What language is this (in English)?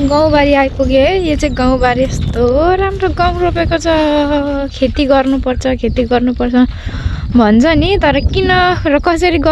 Nepali